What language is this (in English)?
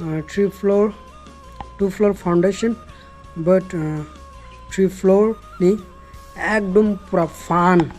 Kok Borok